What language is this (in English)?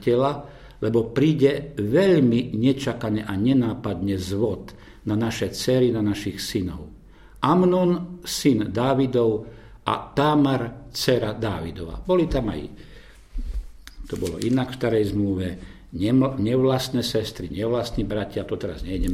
Slovak